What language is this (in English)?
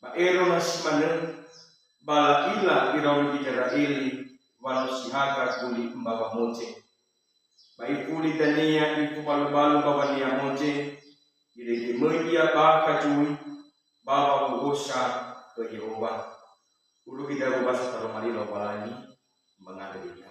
Nias